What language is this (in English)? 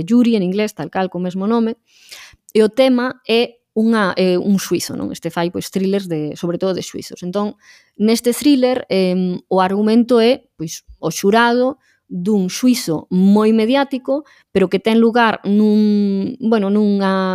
Galician